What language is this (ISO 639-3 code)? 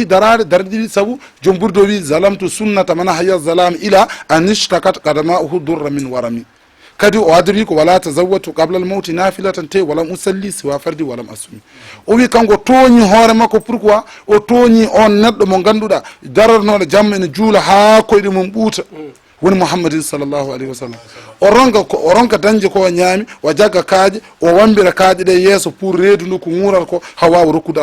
ful